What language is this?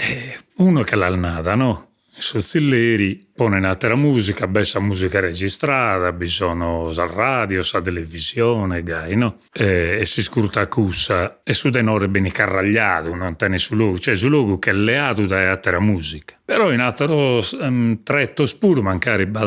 Sardinian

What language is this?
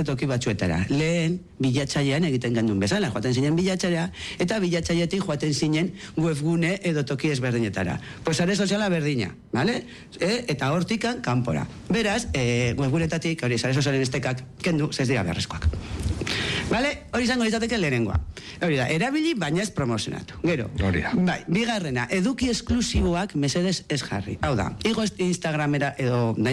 Basque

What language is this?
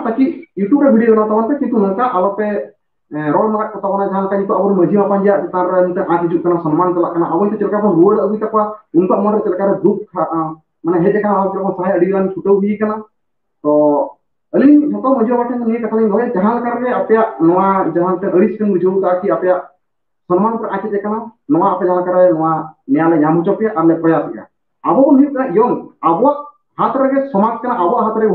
Santali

